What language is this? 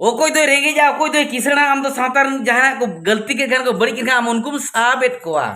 Santali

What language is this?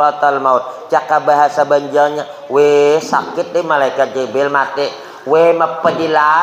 Banjar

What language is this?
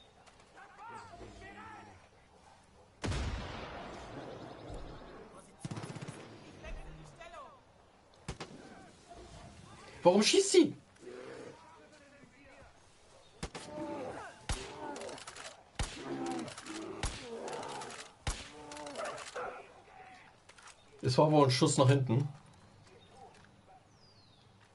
German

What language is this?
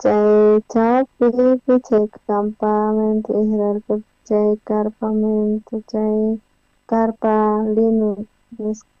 South Bolivian Quechua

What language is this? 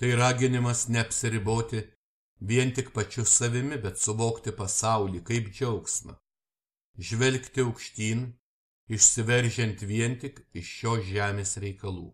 Lithuanian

